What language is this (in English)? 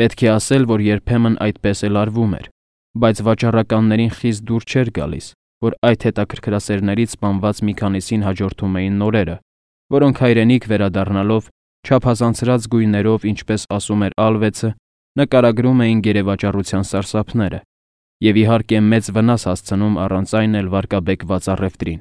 Armenian